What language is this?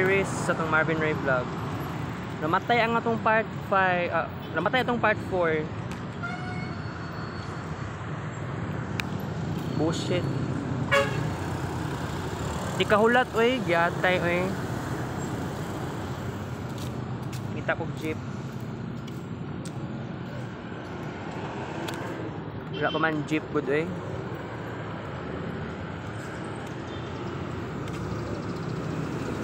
Cebuano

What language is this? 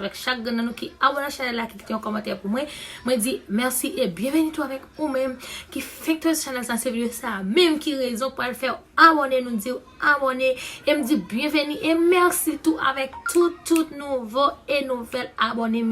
Haitian Creole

